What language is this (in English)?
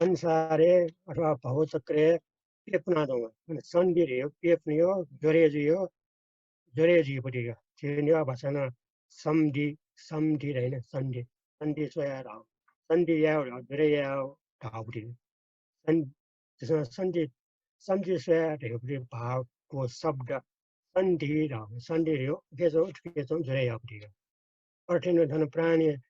Newari